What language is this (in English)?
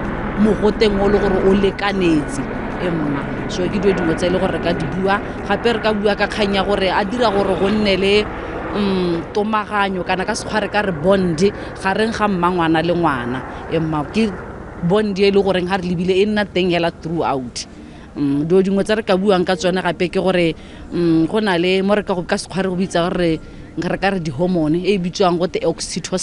Tswana